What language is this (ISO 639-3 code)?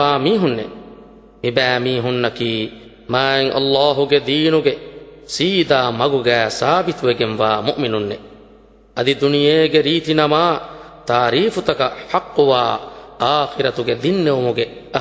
div